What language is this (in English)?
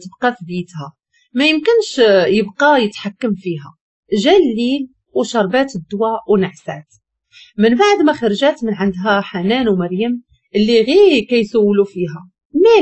Moroccan Arabic